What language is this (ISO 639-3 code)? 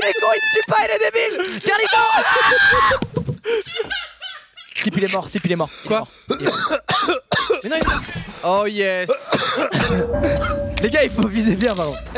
fra